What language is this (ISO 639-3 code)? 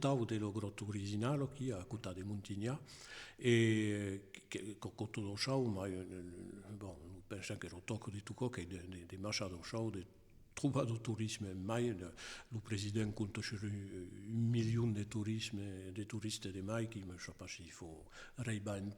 oci